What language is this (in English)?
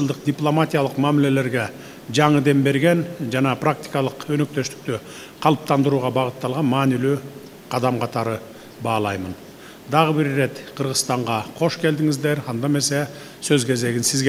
Kyrgyz